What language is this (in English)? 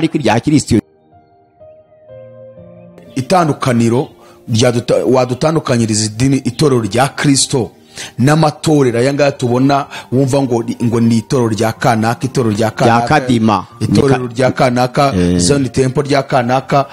Kinyarwanda